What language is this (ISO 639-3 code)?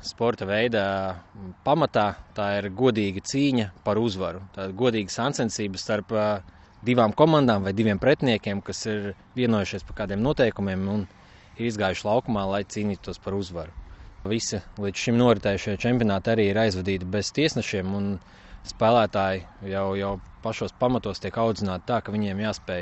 lav